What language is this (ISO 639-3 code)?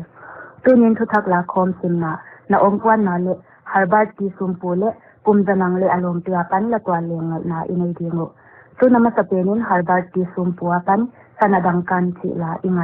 pck